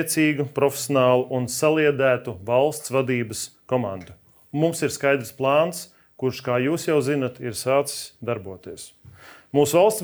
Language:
Latvian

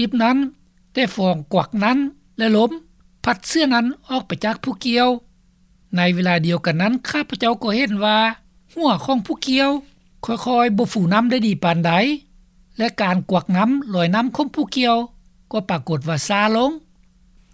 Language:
Lao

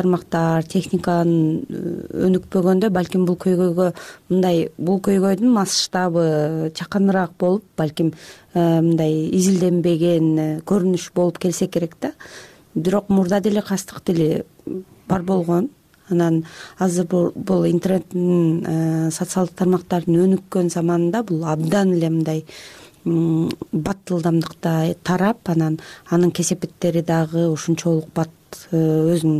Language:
Kyrgyz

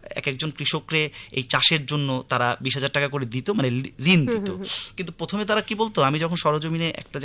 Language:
Bangla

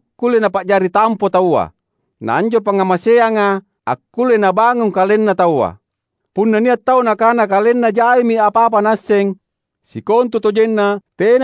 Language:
Makasar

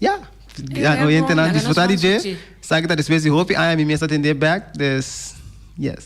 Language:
Papiamento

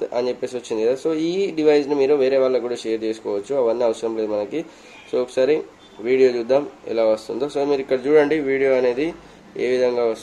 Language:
Telugu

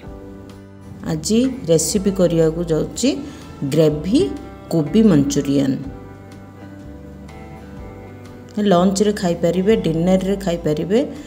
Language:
Odia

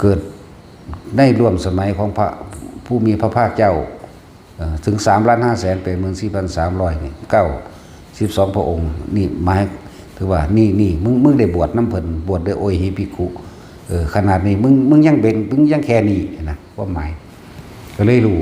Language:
Northeastern Thai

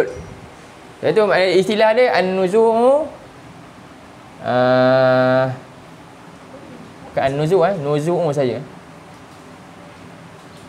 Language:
Malay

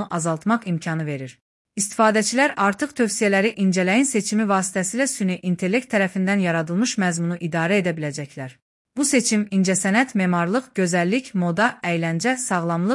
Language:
Azerbaijani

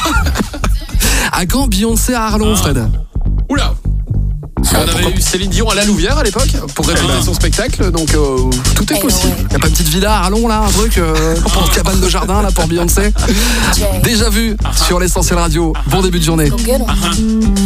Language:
French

